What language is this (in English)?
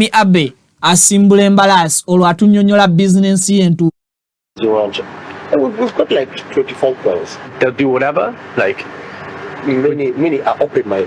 Ganda